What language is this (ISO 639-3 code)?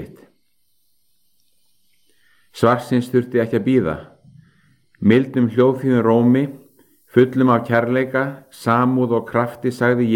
isl